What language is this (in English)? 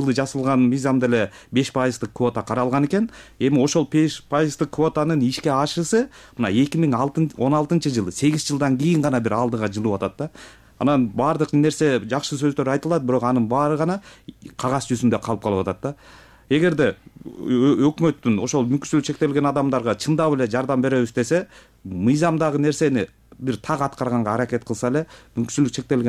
Kyrgyz